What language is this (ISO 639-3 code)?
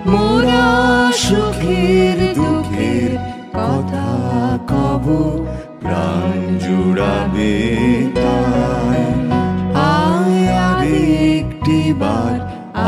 ben